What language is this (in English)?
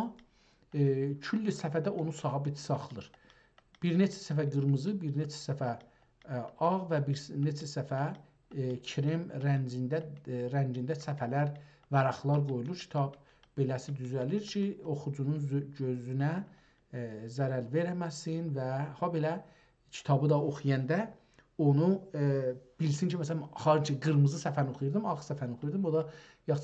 South Azerbaijani